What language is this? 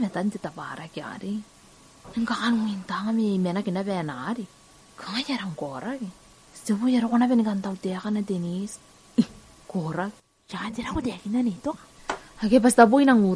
Gilbertese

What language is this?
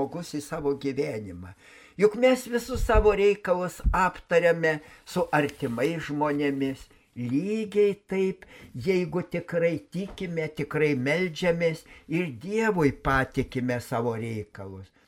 Lithuanian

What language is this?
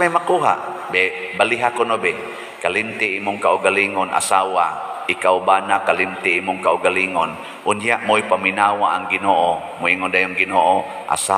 Cebuano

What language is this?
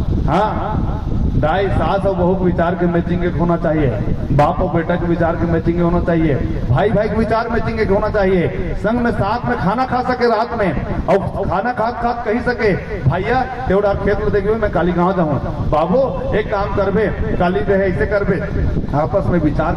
Chhattisgarhi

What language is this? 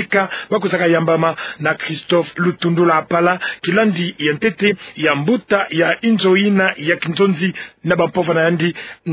Kituba (Democratic Republic of Congo)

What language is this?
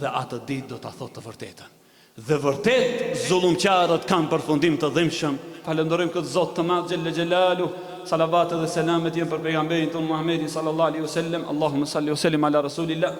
Albanian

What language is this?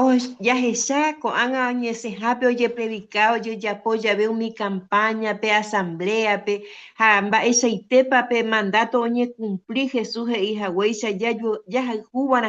Guarani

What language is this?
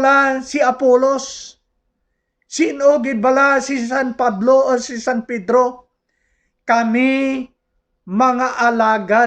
Hiligaynon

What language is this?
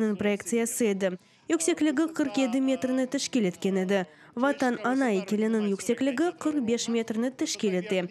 Crimean Tatar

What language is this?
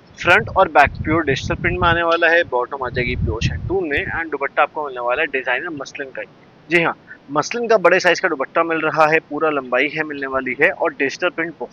Hindi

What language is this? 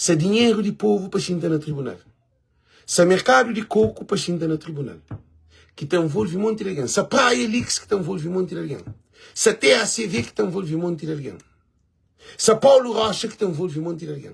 Kabuverdianu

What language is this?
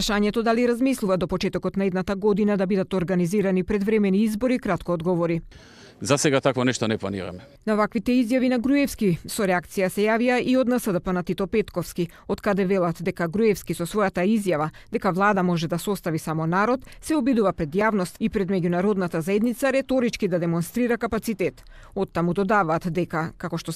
Macedonian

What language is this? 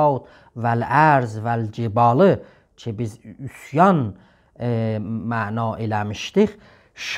South Azerbaijani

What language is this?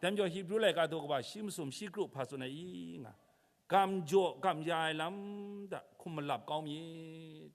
Kachin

